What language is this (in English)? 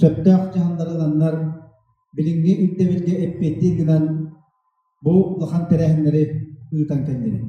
Yakut